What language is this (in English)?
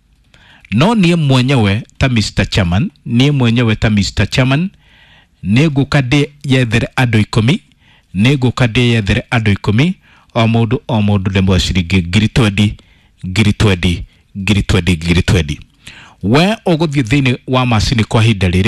Kikuyu